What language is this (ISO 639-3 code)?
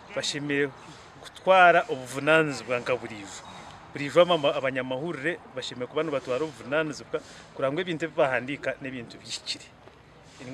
nyn